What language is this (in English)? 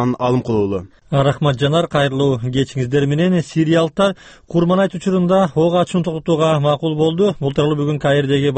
Kyrgyz